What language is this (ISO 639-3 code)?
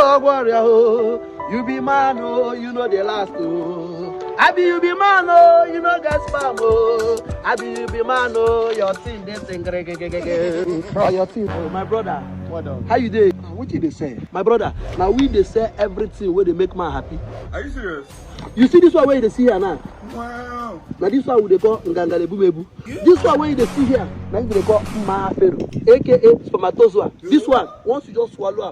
pcm